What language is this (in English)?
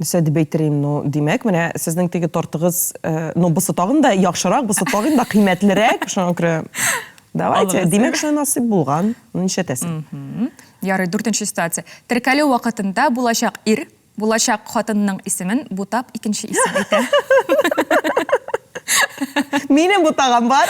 Tatar